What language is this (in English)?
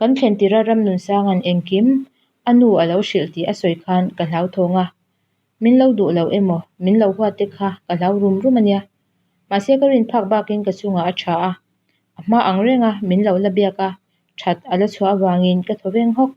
Mizo